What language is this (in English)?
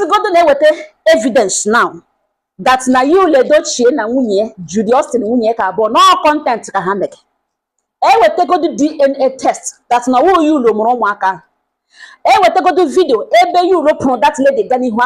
Igbo